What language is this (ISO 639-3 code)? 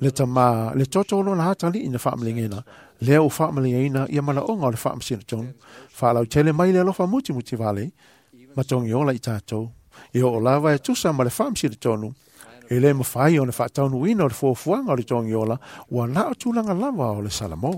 smo